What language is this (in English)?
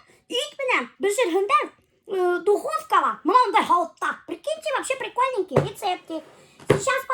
Bashkir